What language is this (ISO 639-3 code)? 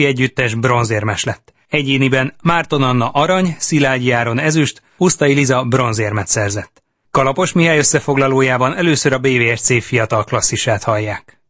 hun